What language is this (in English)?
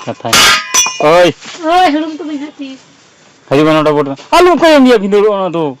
Santali